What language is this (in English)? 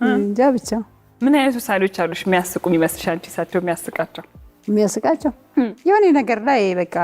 Amharic